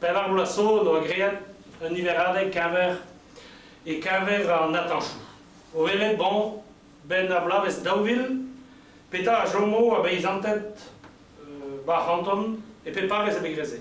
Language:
Breton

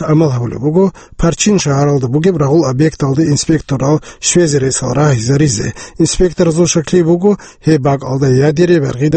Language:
Avaric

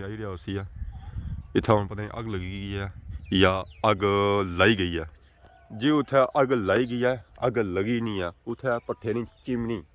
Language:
Pahari-Potwari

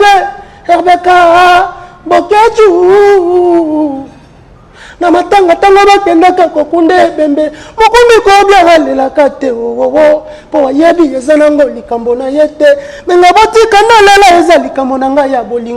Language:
Lingala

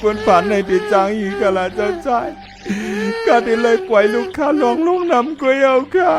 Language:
Shan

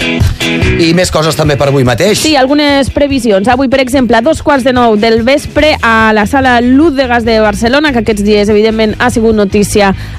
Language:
Catalan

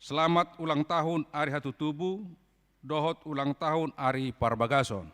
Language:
Batak Toba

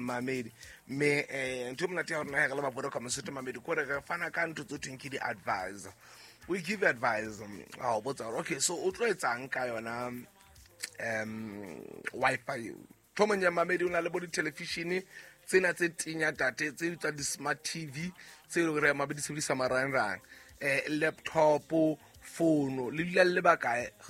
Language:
Southern Sotho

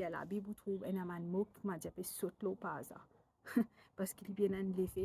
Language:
Morisyen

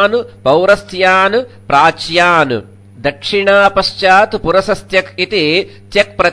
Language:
Sanskrit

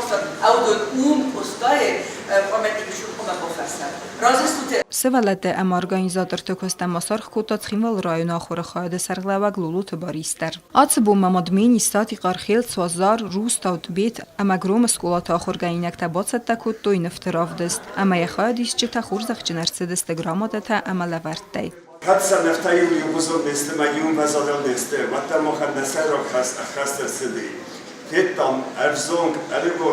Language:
Ossetic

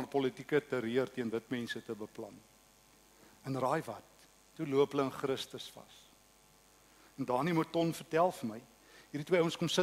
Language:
Afrikaans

